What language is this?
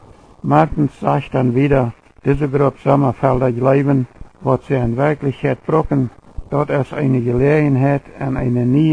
Plautdietsch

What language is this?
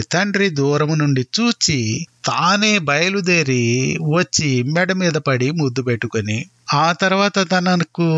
Telugu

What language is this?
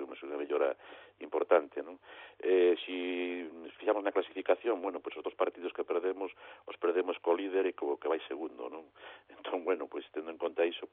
Galician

